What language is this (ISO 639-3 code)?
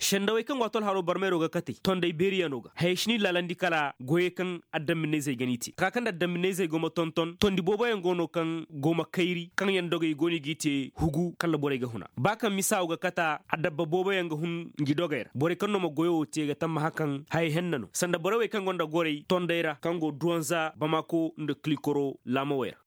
ses